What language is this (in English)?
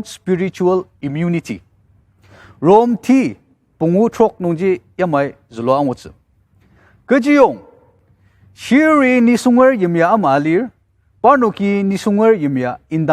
Ao Naga